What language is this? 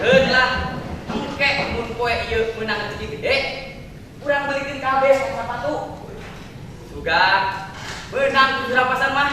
Sundanese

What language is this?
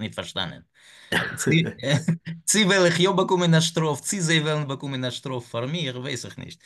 Yiddish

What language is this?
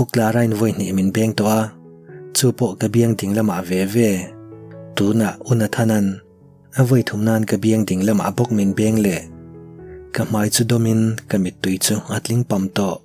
Mizo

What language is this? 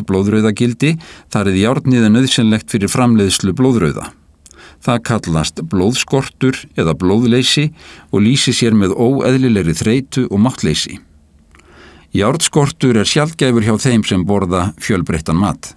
Icelandic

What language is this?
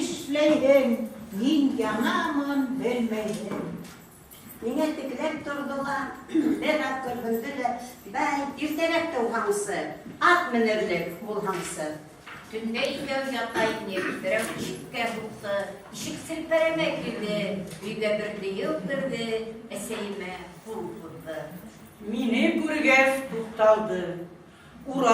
Bashkir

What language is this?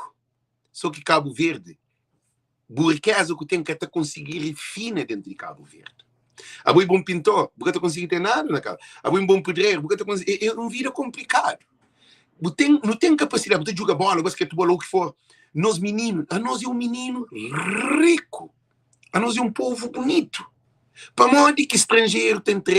Kabuverdianu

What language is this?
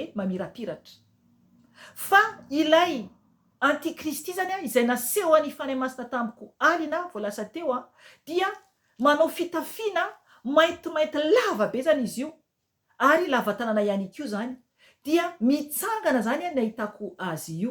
Malagasy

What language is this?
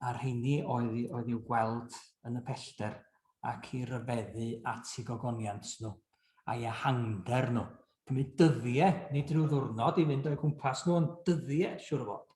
Welsh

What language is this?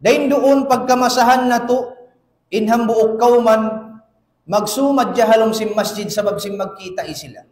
Tausug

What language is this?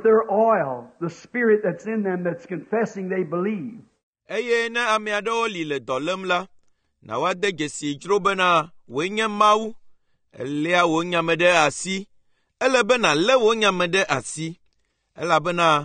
Ewe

